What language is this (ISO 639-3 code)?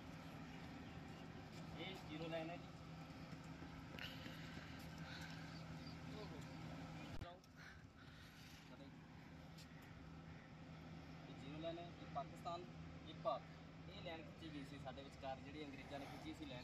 pan